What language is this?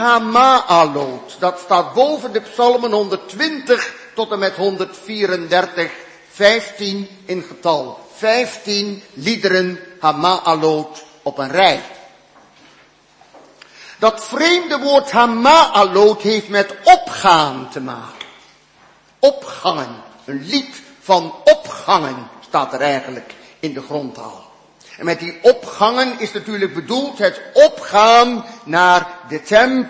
Dutch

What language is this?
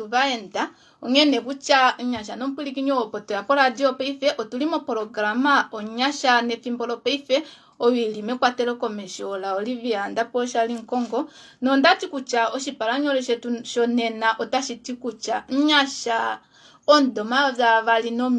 Kuanyama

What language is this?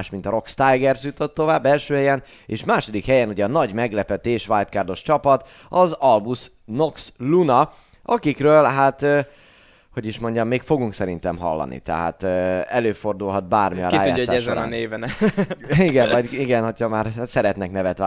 Hungarian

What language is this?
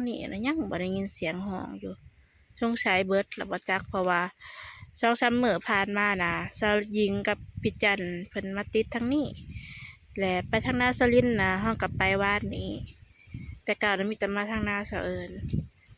Lao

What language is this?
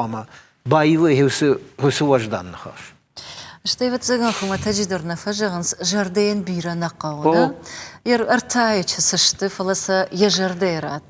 Ossetic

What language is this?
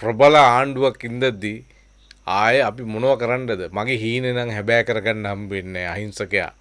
Sinhala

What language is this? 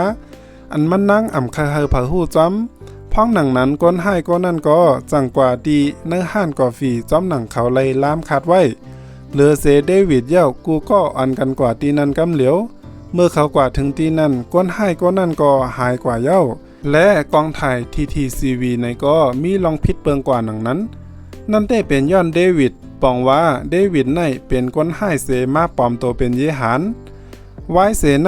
Shan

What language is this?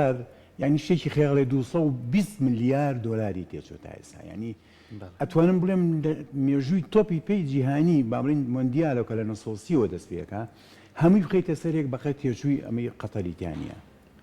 Central Kurdish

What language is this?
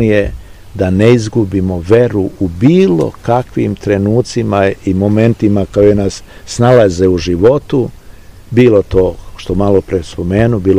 Serbian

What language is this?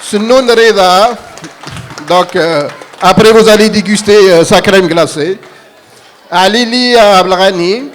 Kabyle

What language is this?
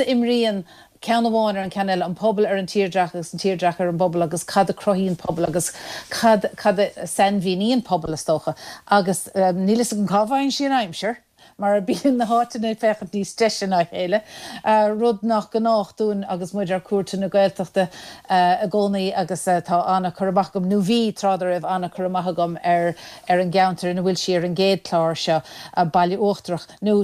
Irish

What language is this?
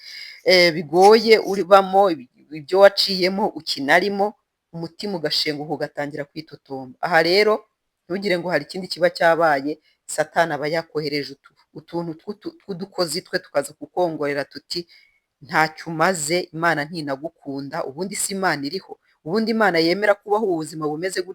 Kinyarwanda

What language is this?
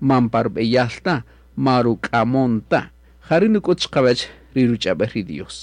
Kaqchikel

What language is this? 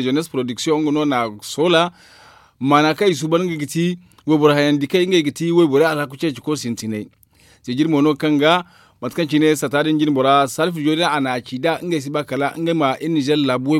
Zarma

